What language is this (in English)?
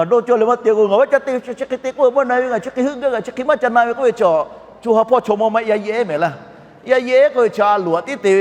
Lahu